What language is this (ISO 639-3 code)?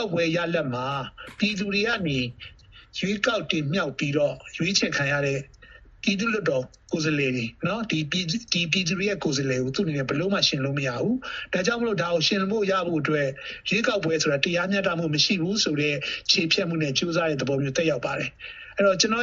mya